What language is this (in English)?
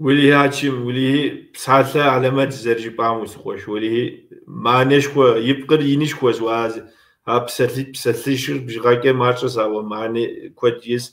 Kabardian